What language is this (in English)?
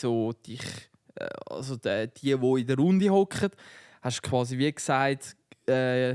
Swiss German